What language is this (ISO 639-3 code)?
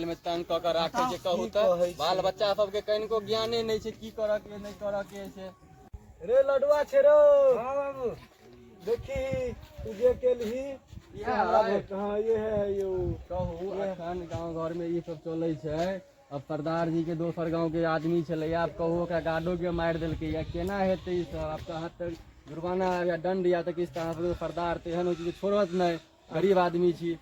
mai